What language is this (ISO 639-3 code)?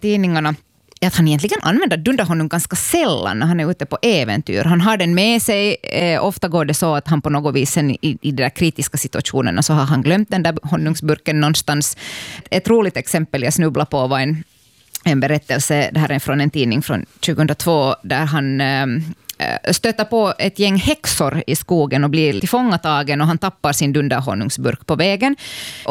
swe